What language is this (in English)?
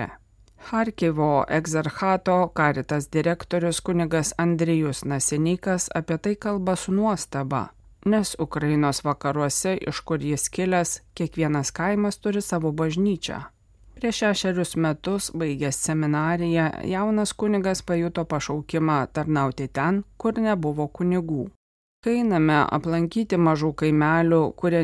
Lithuanian